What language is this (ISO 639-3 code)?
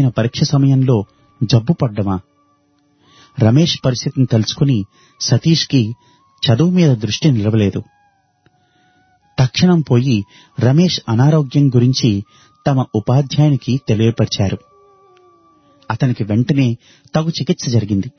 tel